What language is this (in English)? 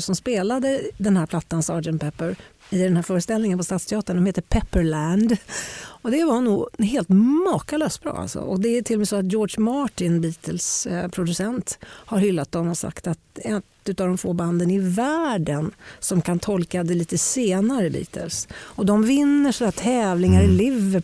Swedish